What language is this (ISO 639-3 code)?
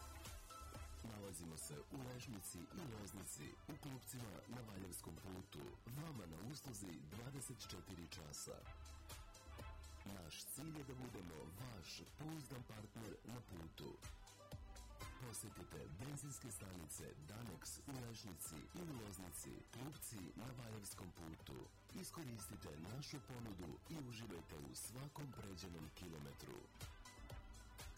srp